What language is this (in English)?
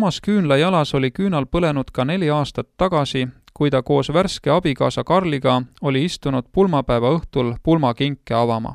Estonian